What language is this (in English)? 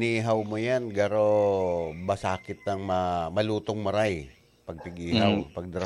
Bikol